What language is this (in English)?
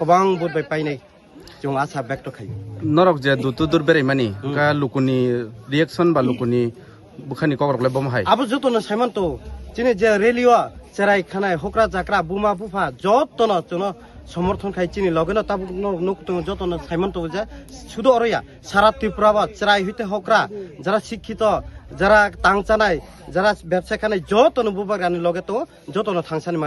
Kok Borok